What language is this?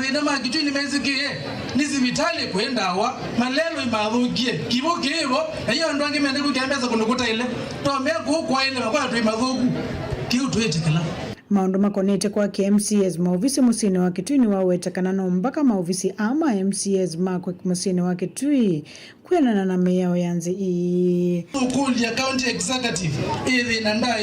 Kamba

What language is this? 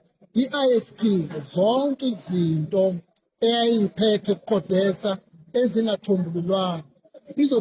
Zulu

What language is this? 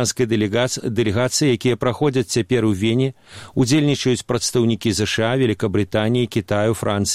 Belarusian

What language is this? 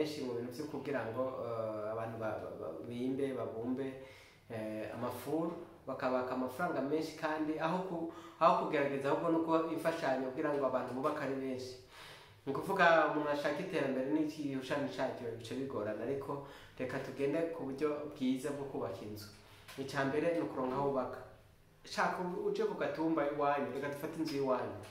Rundi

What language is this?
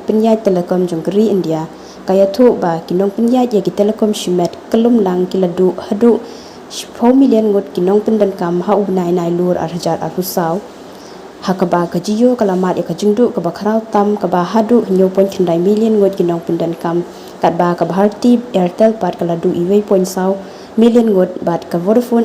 Khasi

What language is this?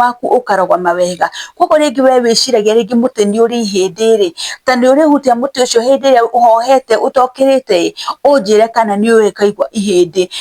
Kikuyu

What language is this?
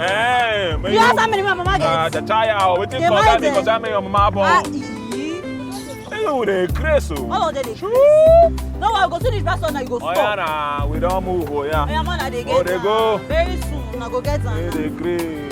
Nigerian Pidgin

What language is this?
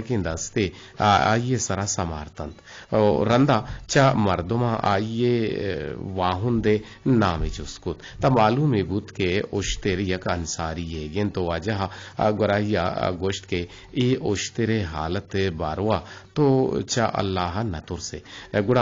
Eastern Balochi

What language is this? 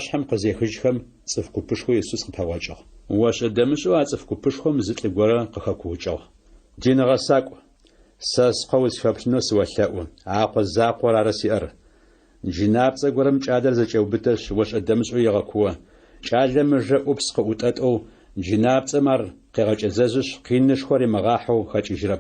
Adyghe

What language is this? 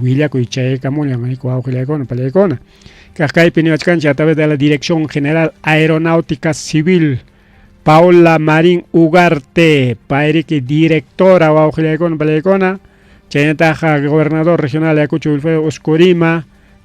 Ayacucho Quechua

